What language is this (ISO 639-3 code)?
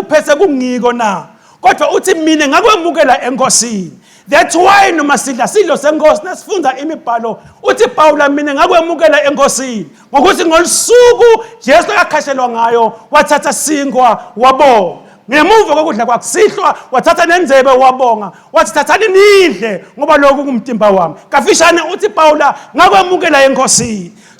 ssw